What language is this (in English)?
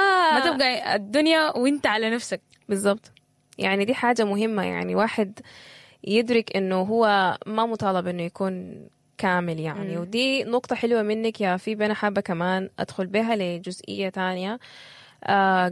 Sudanese Arabic